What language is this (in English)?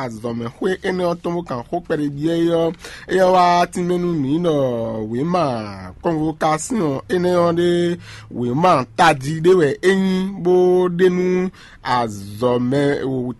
Fon